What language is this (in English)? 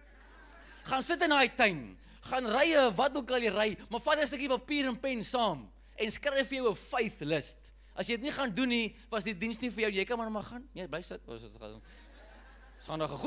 Afrikaans